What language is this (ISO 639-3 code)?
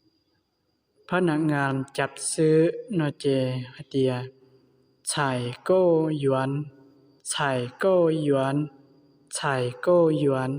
hmn